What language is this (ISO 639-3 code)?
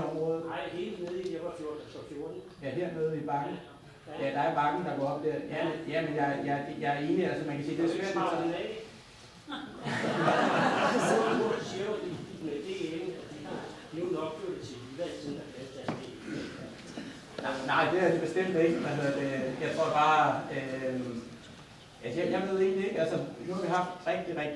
dan